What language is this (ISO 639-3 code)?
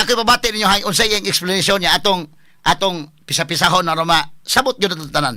ceb